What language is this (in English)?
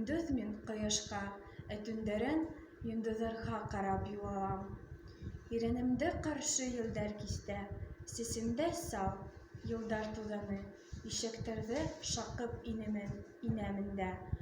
Bashkir